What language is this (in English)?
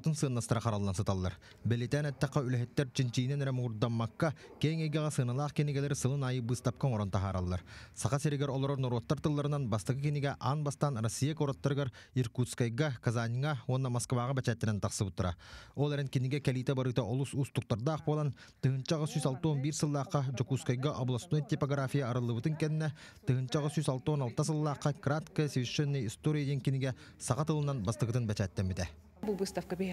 Yakut